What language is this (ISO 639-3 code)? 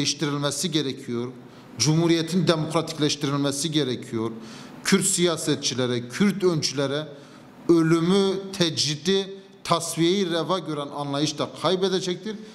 tur